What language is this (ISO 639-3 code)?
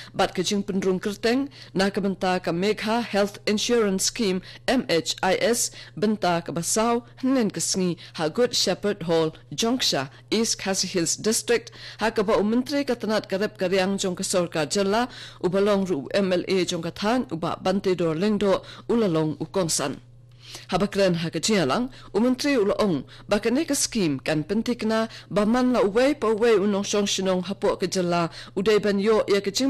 kha